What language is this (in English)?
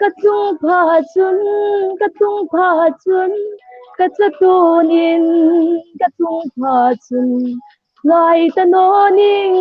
Hmar